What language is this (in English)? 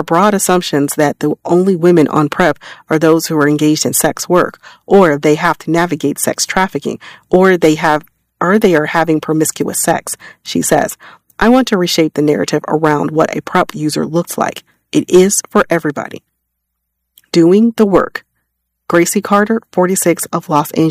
English